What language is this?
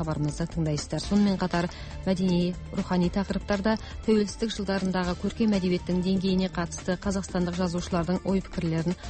Kazakh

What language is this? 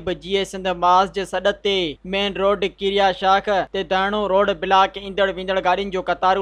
Sindhi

